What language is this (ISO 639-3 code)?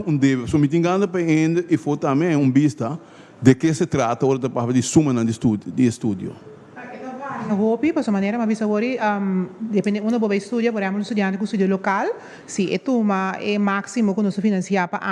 pap